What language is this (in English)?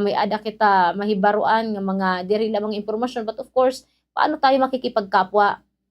Waray